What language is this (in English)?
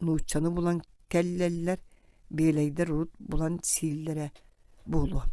Yakut